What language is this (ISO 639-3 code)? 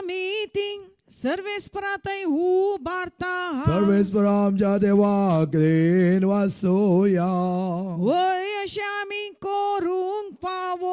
kok